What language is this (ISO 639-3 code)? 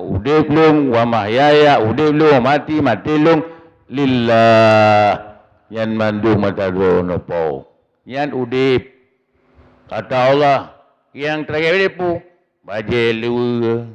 ace